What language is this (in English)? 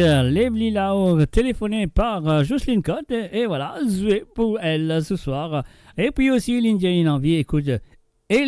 Morisyen